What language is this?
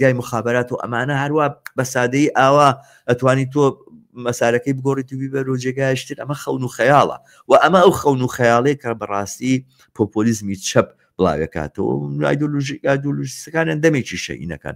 Central Kurdish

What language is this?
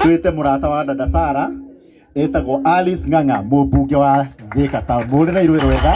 Kikuyu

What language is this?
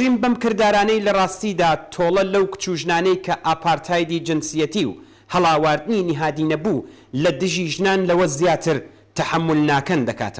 Central Kurdish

